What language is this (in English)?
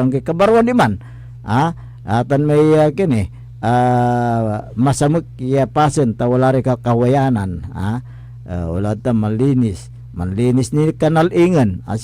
Pangasinan